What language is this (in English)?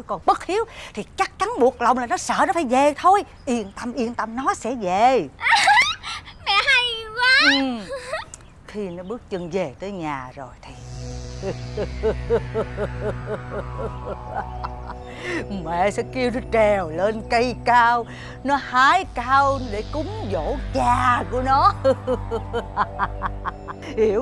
Vietnamese